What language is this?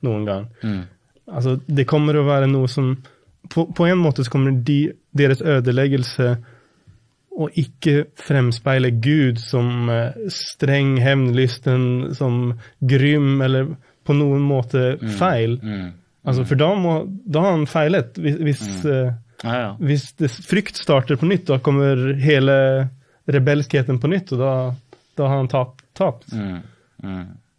Norwegian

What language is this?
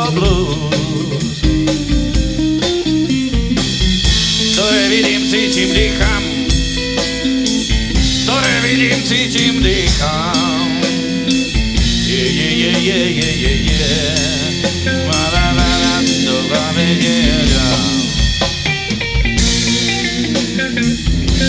Slovak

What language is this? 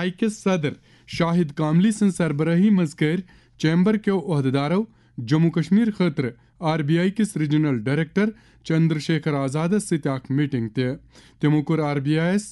Kashmiri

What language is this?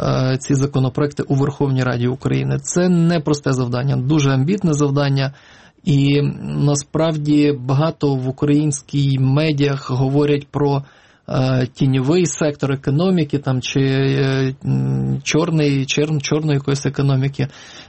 Ukrainian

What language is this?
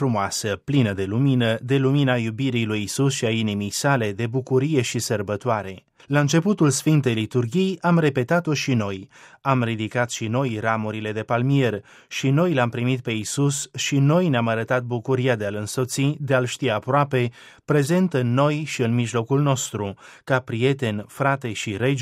Romanian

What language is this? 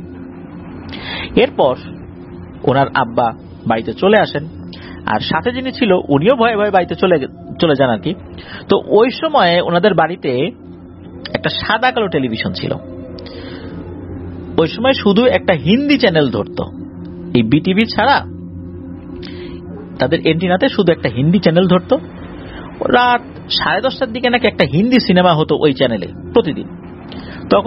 Bangla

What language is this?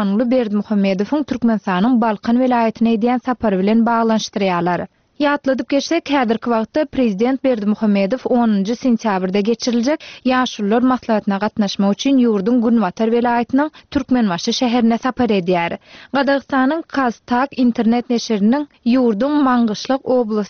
Turkmen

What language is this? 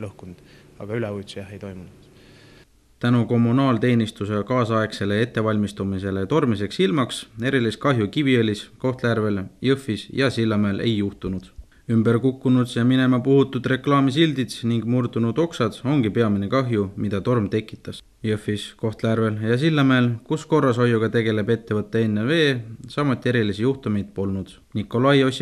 Estonian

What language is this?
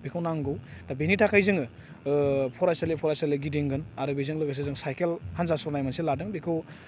Bodo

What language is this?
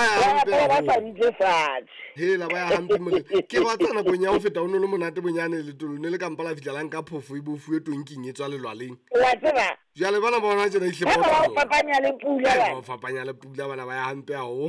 Southern Sotho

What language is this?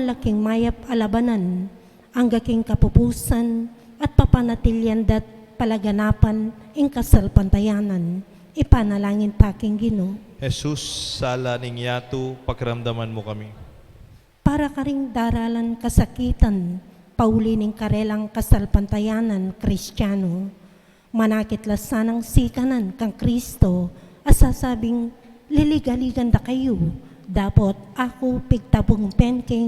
Pampanga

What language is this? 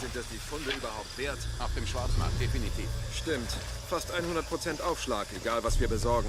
Swiss German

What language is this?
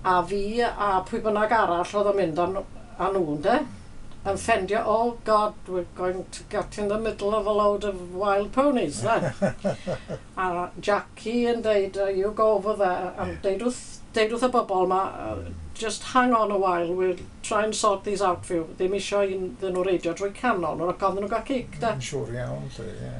Welsh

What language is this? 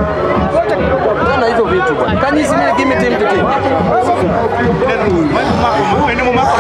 Swahili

